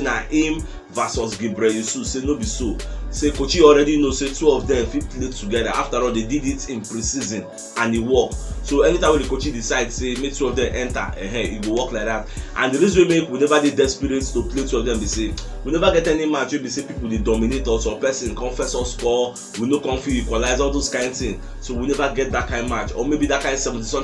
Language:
Nigerian Pidgin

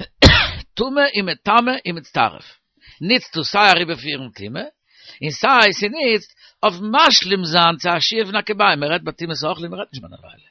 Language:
Yiddish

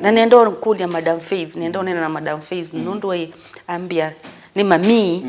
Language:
Kamba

